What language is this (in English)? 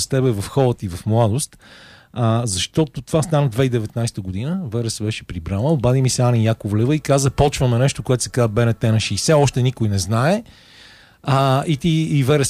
Bulgarian